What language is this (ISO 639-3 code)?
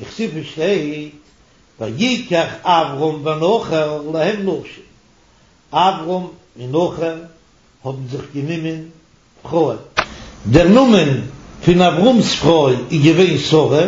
yid